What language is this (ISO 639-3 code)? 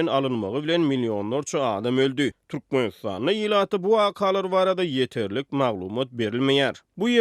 tuk